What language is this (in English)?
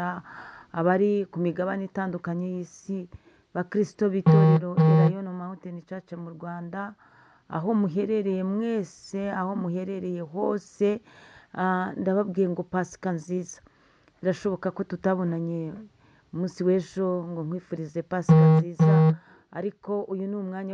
Kinyarwanda